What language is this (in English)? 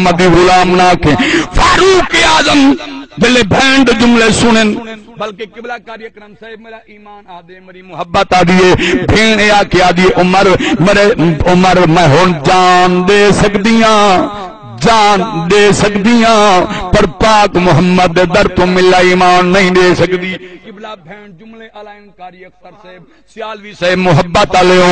Saraiki